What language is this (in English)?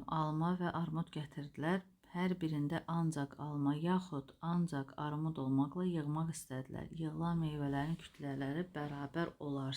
Azerbaijani